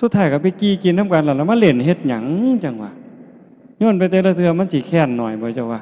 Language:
Northeastern Thai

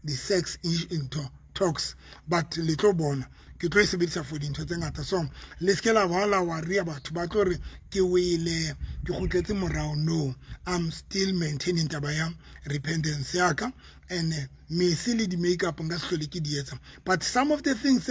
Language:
Southern Sotho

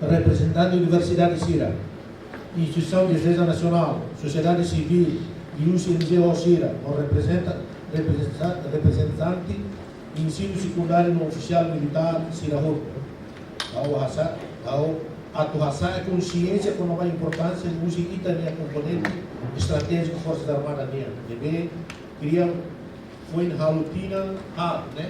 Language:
Tetum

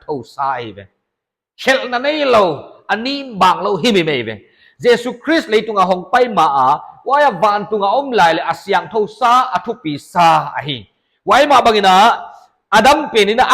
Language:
Paite Chin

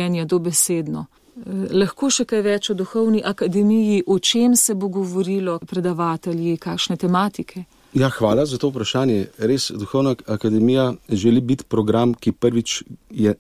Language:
Slovenian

